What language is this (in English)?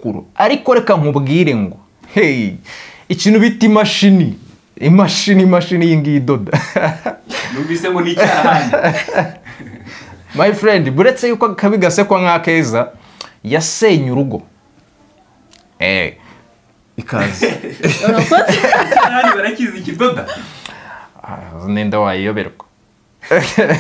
Kinyarwanda